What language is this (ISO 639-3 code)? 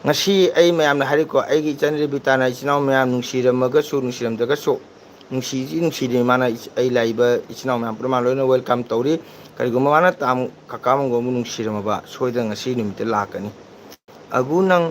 mni